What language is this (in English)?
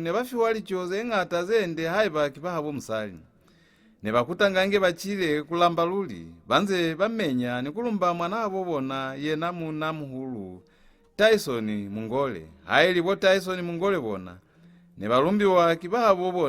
Lozi